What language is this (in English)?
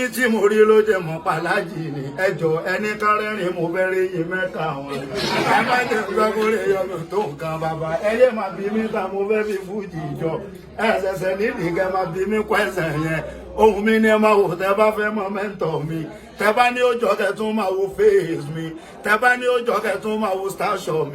Yoruba